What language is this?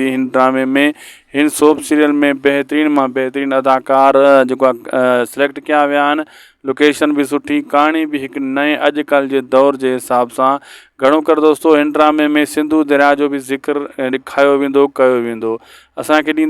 Sindhi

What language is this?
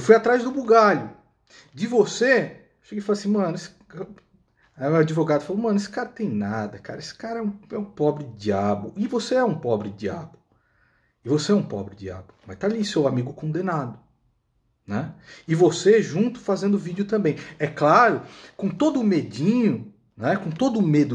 Portuguese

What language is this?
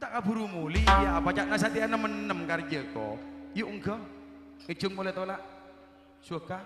Madurese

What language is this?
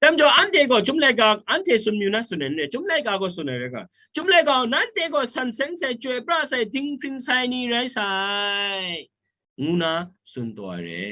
Kachin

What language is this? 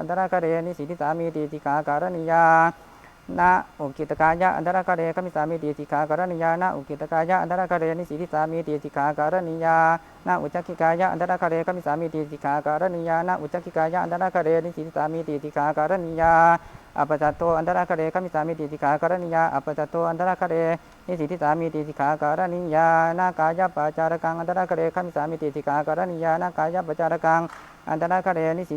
Pali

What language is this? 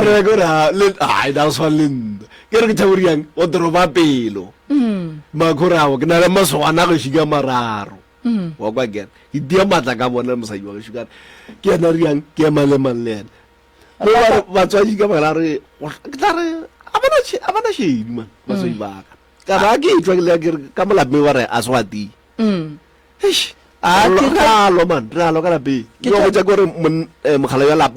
Northern Sotho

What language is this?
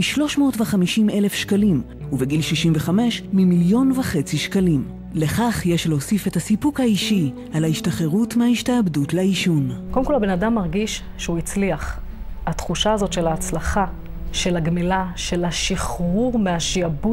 Hebrew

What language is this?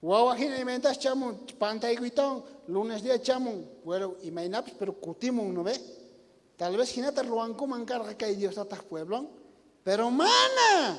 South Bolivian Quechua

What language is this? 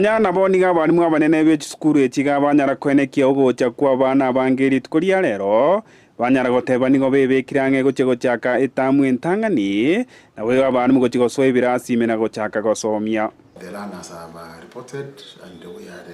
Gusii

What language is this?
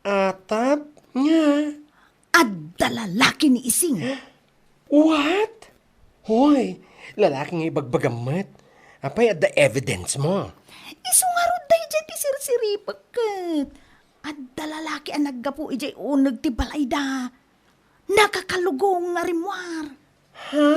Iloko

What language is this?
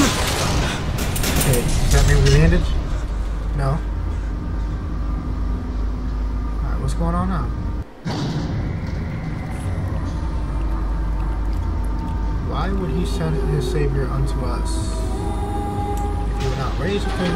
English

